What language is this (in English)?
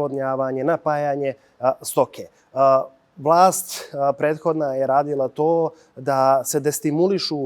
Bosnian